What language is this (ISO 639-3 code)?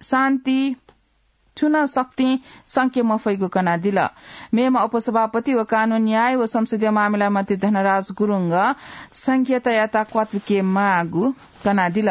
new